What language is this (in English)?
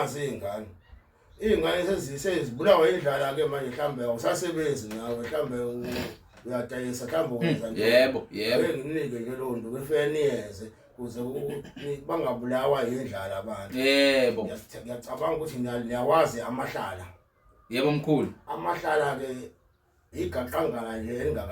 Zulu